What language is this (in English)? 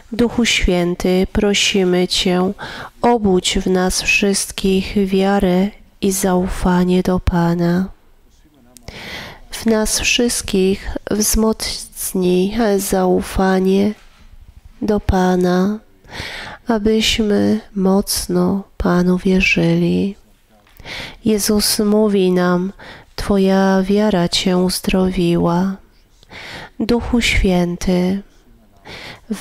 Polish